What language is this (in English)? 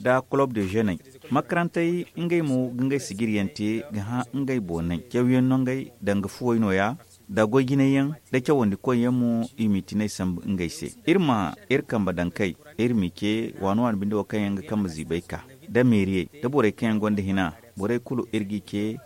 Zarma